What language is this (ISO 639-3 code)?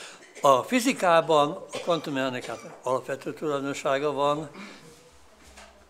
hun